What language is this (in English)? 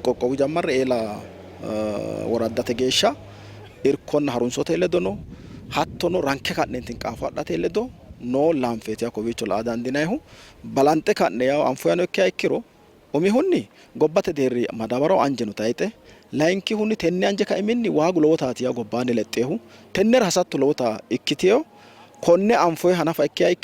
Sidamo